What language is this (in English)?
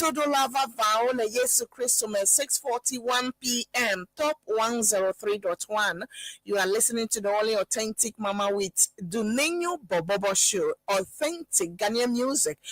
Ewe